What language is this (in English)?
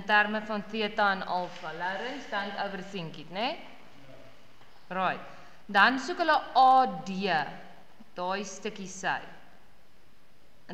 Afrikaans